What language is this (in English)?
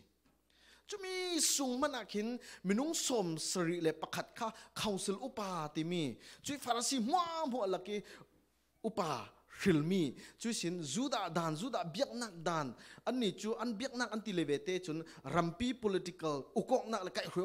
Falam Chin